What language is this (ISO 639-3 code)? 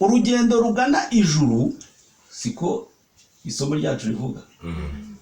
kin